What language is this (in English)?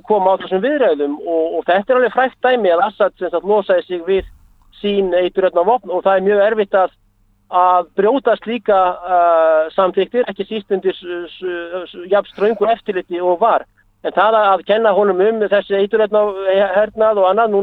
Icelandic